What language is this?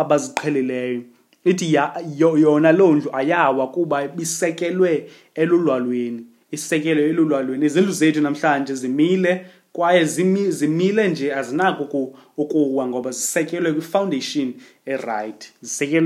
Xhosa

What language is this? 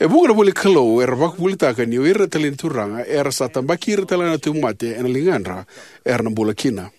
Fijian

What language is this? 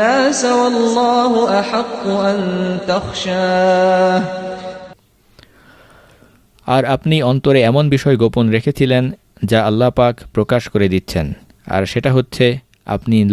Bangla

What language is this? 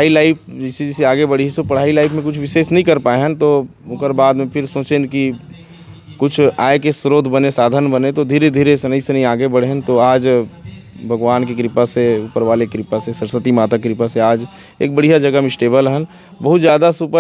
Chhattisgarhi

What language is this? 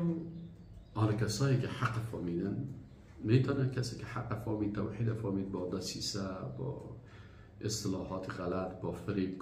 Persian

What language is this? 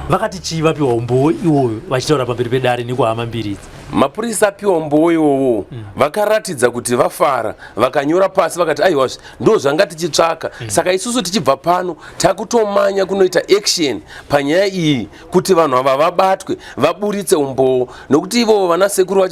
Shona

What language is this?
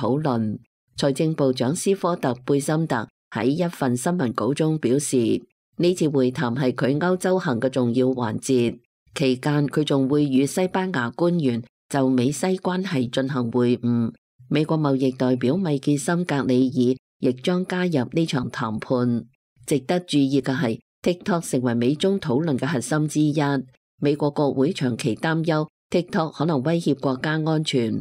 Cantonese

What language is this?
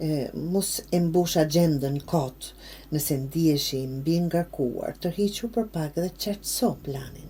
Albanian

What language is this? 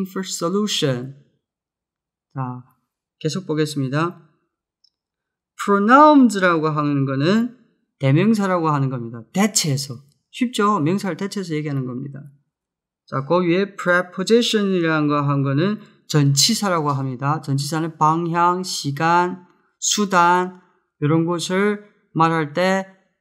Korean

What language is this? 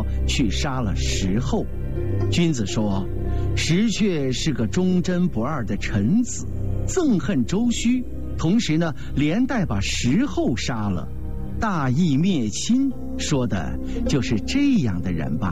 Chinese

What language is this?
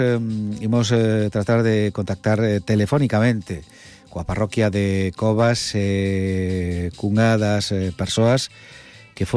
Galician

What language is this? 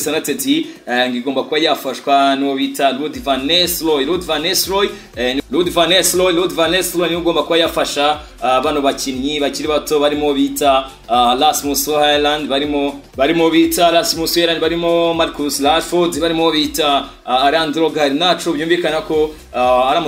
Kinyarwanda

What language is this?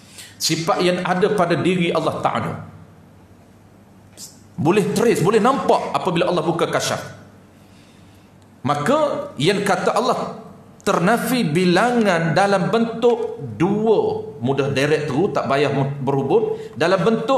Malay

